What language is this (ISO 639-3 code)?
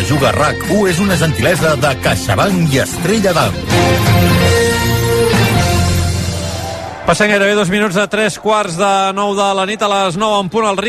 cat